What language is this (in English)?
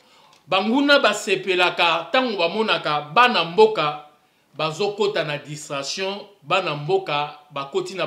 Lingala